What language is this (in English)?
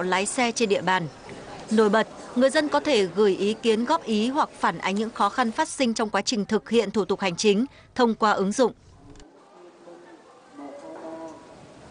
Vietnamese